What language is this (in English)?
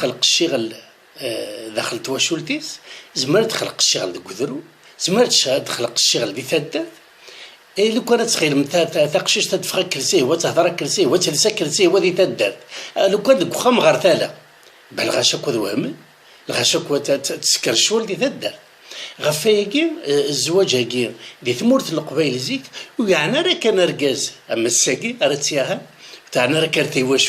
Kabyle